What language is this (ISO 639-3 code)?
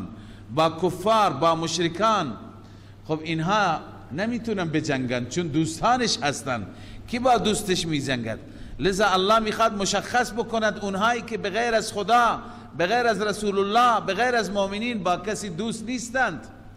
fas